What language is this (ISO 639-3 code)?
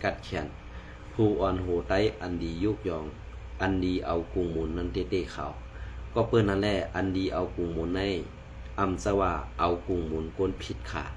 shn